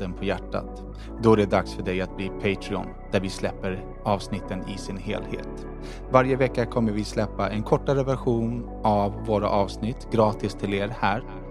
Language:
Swedish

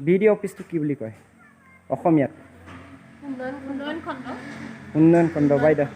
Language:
Assamese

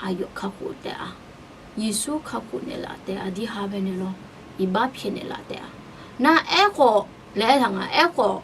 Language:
Akha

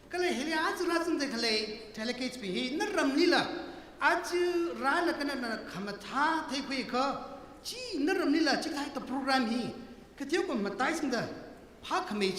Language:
Tangkhul Naga (India)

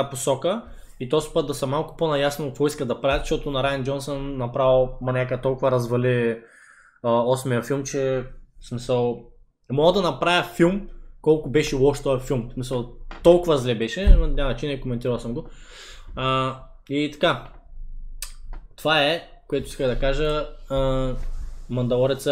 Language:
Bulgarian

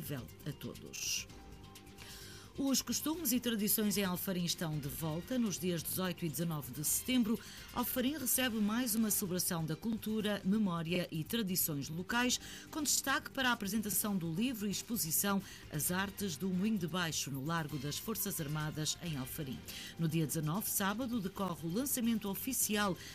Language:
Portuguese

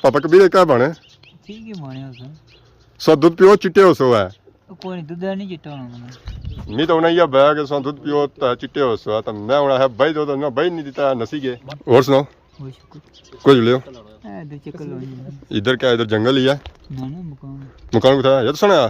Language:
Pahari-Potwari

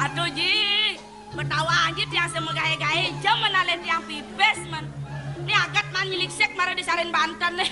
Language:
Balinese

